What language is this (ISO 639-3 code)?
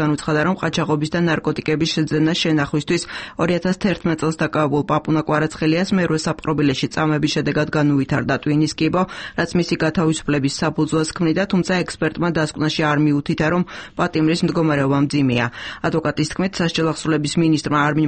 kat